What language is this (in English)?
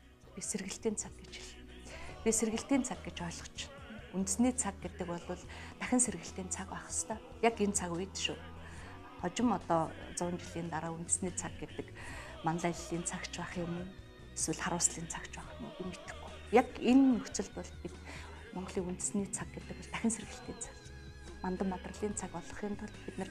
Mongolian